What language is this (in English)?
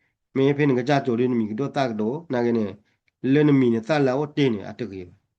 S'gaw Karen